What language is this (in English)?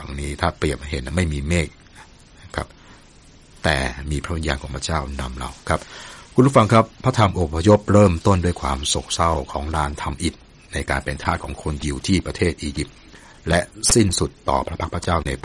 Thai